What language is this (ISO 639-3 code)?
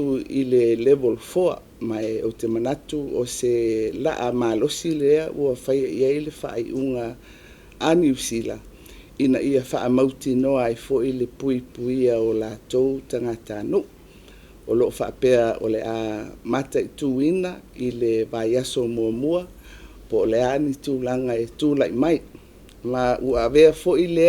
smo